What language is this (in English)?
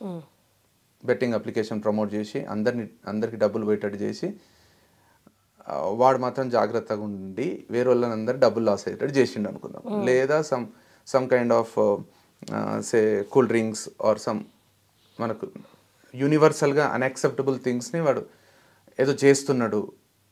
Telugu